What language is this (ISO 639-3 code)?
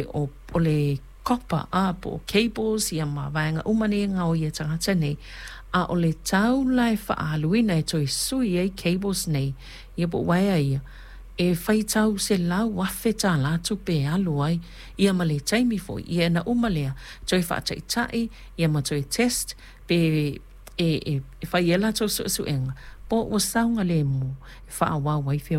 smo